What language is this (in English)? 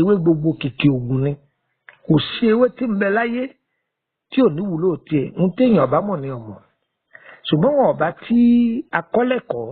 Yoruba